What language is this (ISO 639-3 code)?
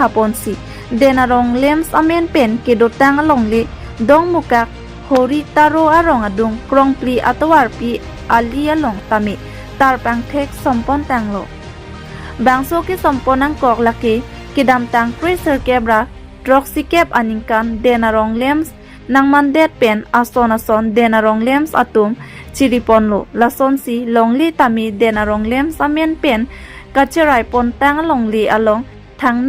mjw